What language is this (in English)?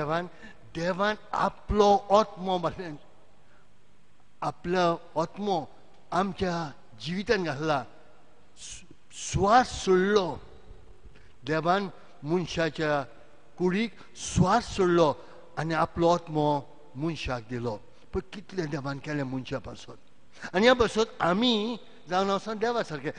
Konkani